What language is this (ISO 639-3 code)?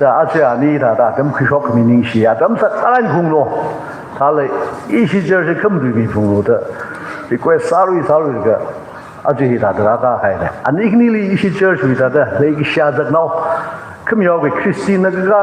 nmf